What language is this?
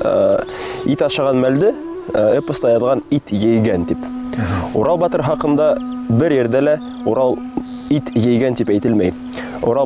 Bashkir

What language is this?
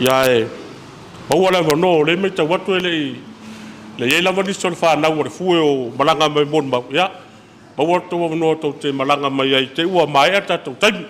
Samoan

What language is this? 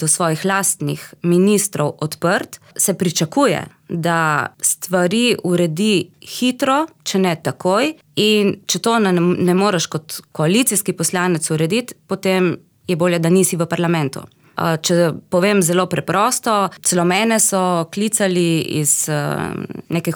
Slovenian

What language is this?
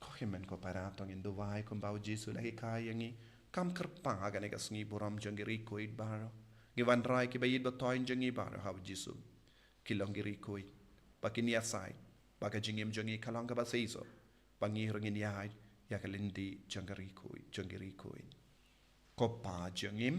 Khasi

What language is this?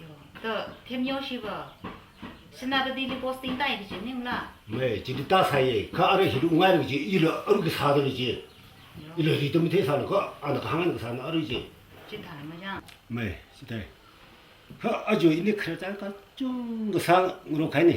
Tangkhul Naga (India)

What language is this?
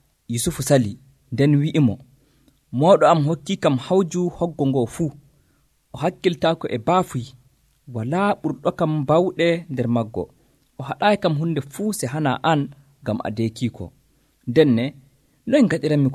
Nigerian Fulfulde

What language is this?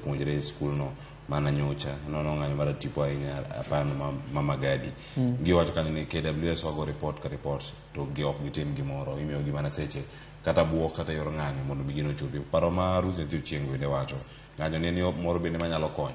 Luo (Kenya and Tanzania)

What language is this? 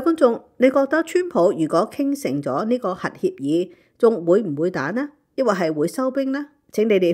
Cantonese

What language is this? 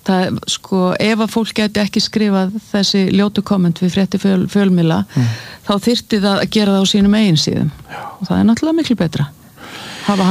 Icelandic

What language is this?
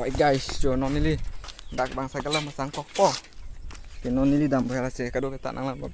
Karbi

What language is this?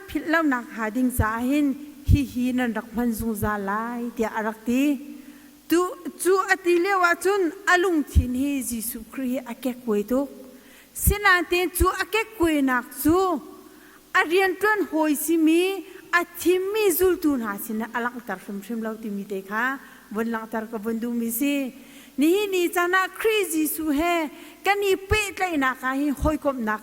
Hakha Chin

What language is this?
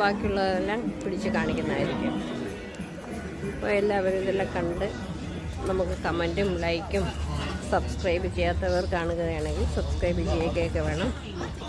Malayalam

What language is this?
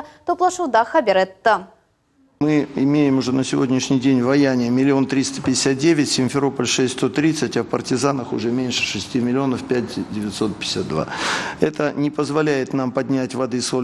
Crimean Tatar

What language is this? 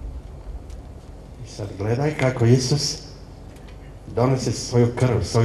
Croatian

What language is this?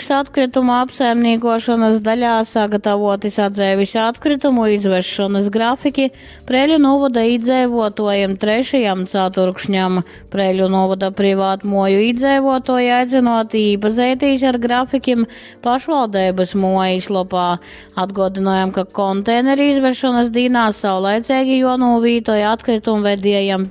Latgalian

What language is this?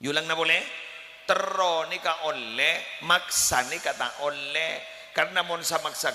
Madurese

